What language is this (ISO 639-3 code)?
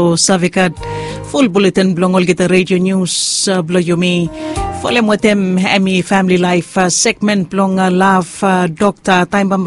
bis